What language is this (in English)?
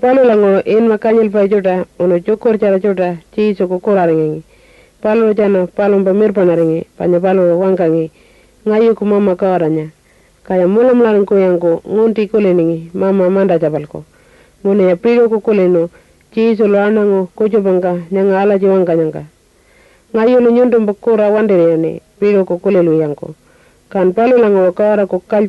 Pitjantjatjara